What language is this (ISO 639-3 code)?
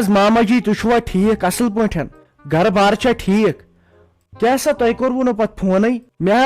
kas